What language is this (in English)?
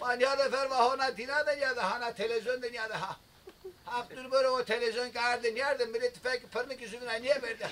Zaza